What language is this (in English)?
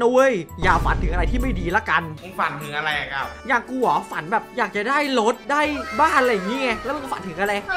Thai